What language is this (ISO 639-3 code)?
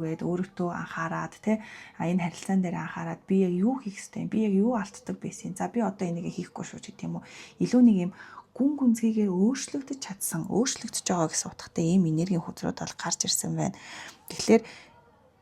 mon